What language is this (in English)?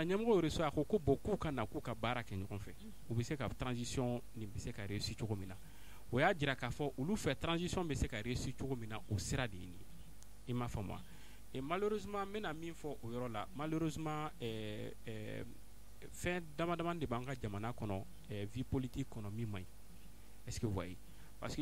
Bambara